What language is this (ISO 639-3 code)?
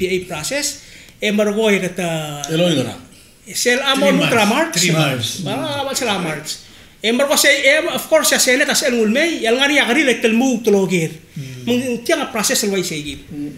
pau